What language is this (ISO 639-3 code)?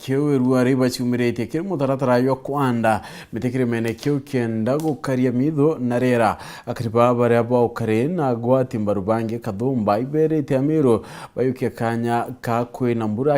mer